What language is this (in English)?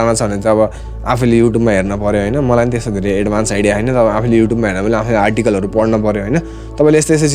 Nepali